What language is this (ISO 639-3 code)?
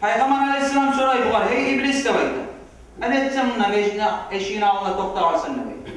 kum